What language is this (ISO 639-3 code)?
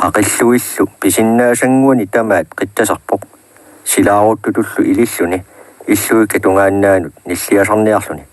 kal